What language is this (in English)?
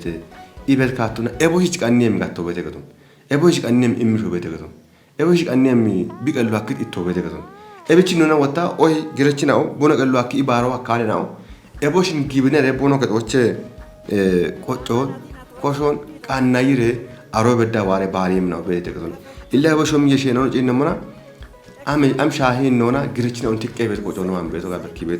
Kafa